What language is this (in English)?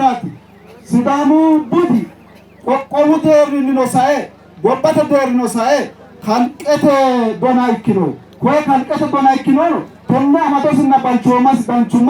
Sidamo